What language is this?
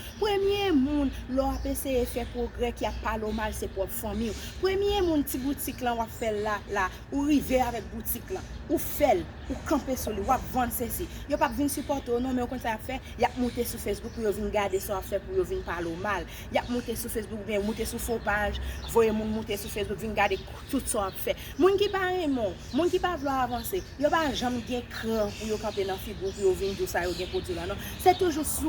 Haitian Creole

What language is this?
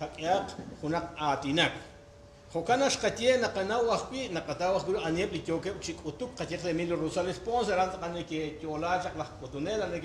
Kekchí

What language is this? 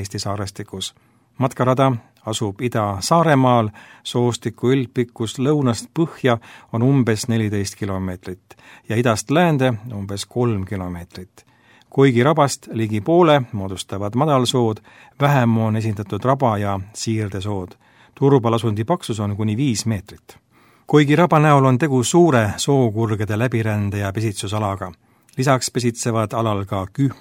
Estonian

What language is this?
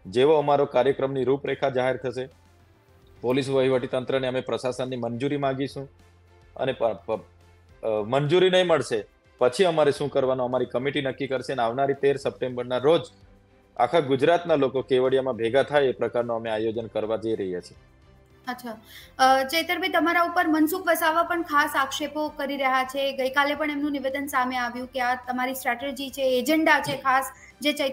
Gujarati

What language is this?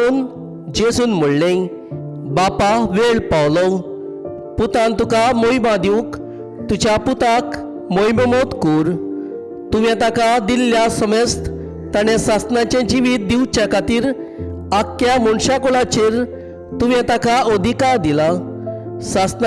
Konkani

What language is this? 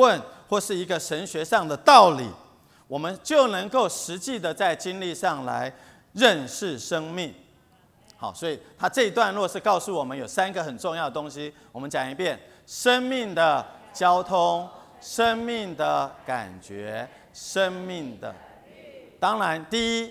Chinese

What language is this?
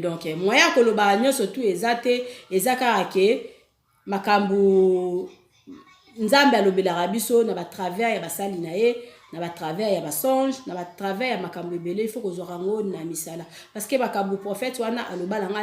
Lingala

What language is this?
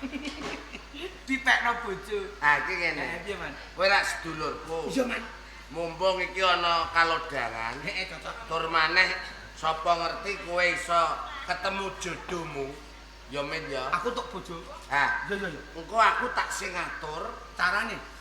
Javanese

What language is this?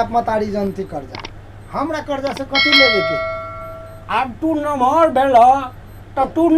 Maithili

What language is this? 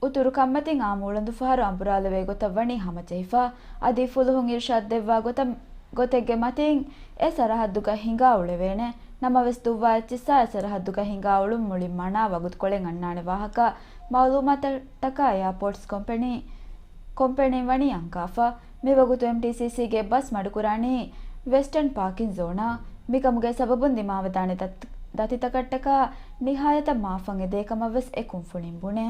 Divehi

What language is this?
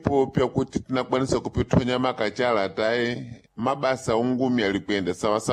Sena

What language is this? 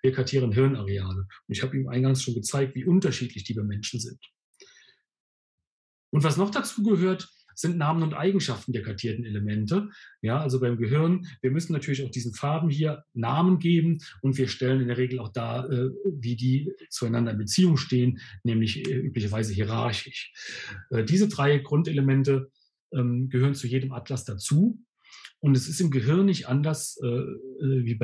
German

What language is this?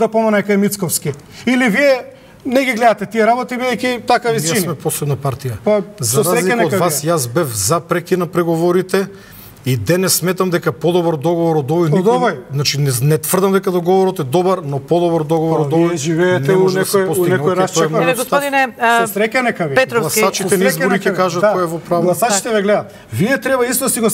Macedonian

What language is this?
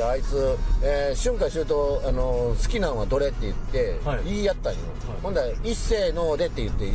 Japanese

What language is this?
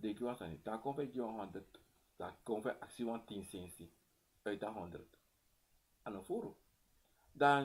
Sranan Tongo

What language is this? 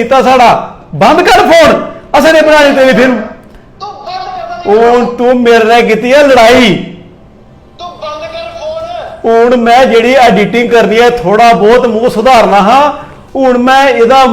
Dogri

